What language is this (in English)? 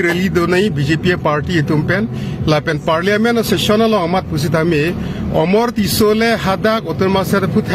Karbi